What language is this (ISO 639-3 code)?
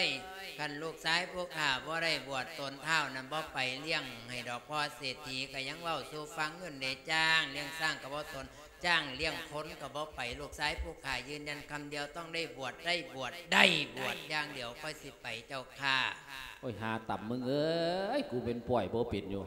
lao